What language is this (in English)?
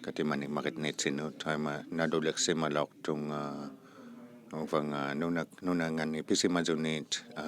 Inuktitut